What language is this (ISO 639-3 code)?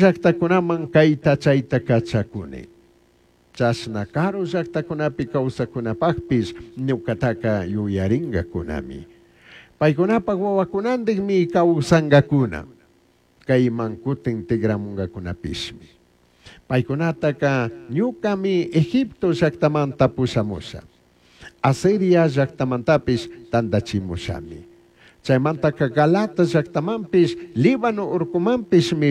qug